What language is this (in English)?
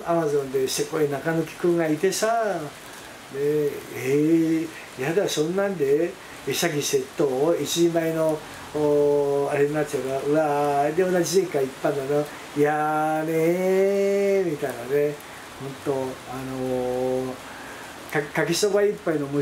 Japanese